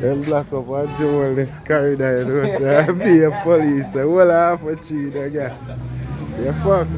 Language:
Jamaican Creole English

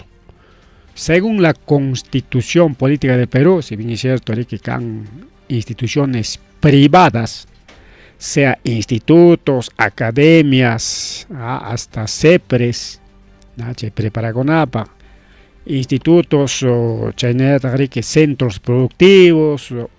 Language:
Ayacucho Quechua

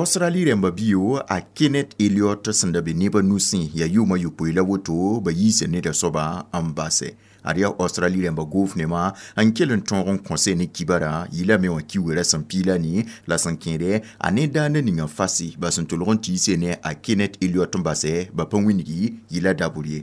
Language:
Mossi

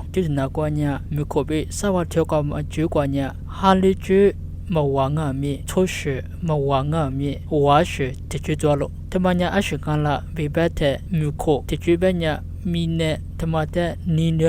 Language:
Lisu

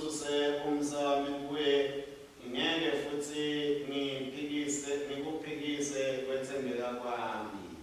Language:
Swati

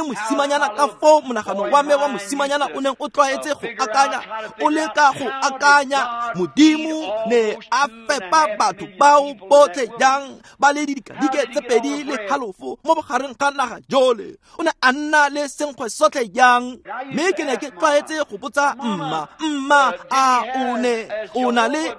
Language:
Tswana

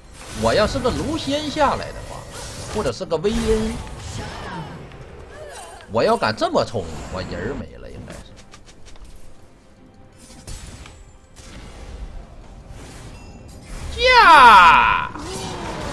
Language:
Chinese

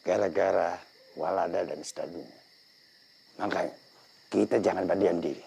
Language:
Banjar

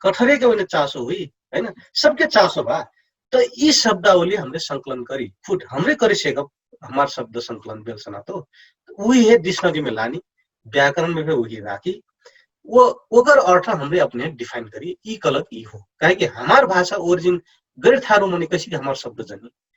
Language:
Dangaura Tharu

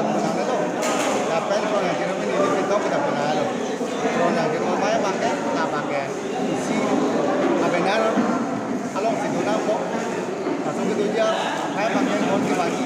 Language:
Karbi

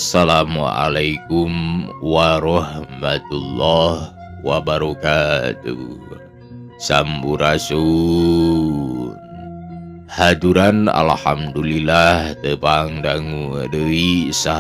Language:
Sundanese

